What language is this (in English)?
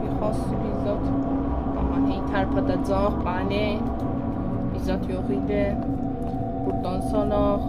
South Azerbaijani